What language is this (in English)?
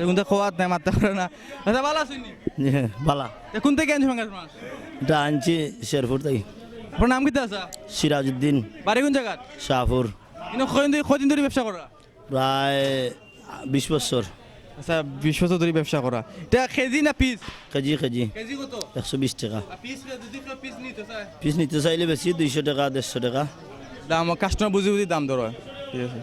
Sylheti